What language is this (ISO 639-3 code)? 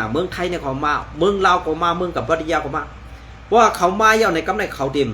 shn